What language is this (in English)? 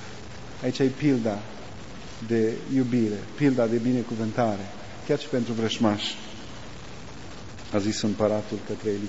Romanian